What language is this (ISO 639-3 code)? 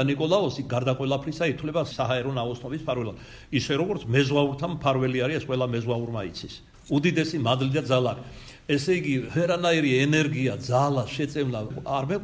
kat